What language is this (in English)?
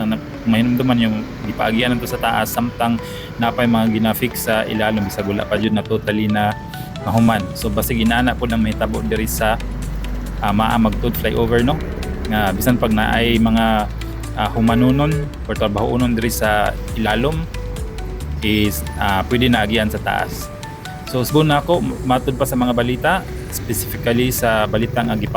Cebuano